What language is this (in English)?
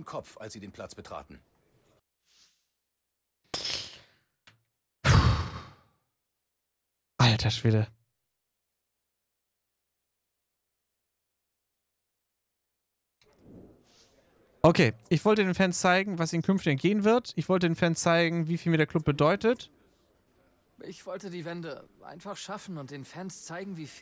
German